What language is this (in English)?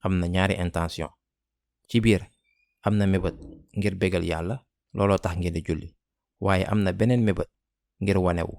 Wolof